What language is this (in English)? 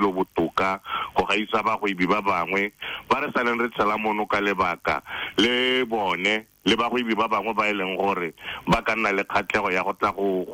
Tswana